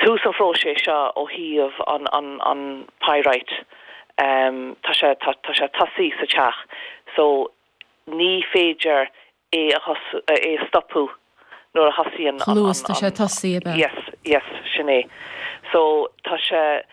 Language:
Irish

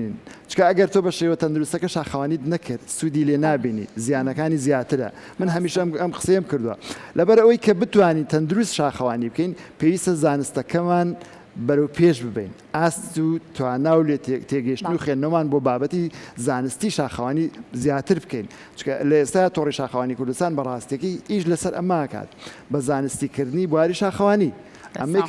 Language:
Central Kurdish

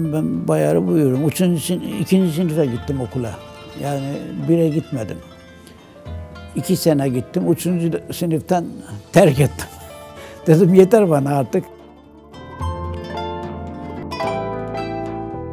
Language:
Turkish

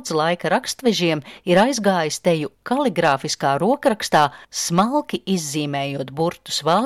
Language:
Latvian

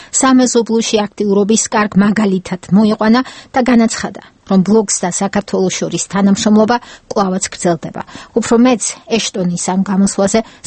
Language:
Georgian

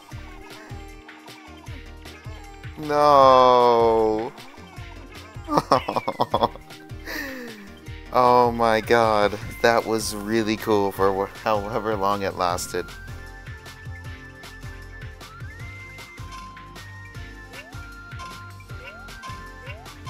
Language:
English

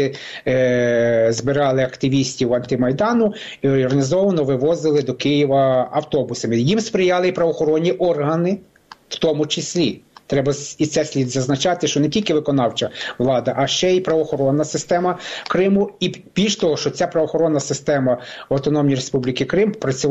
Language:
Ukrainian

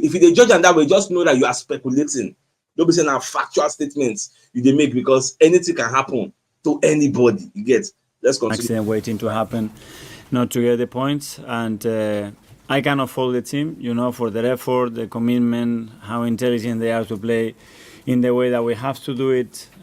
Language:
Nigerian Pidgin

